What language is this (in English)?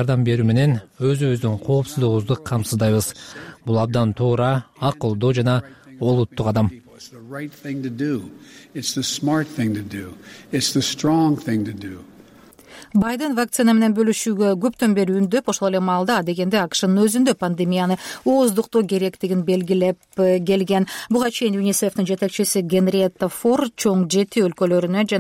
Kyrgyz